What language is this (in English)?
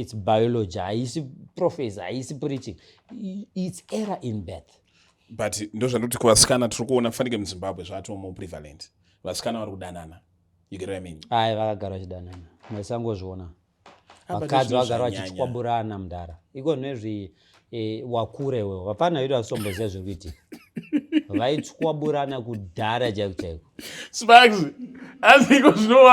Shona